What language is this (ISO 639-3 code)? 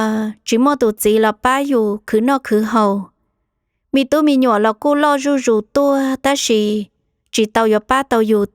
hmn